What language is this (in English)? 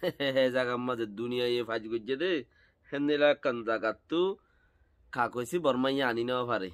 Rohingya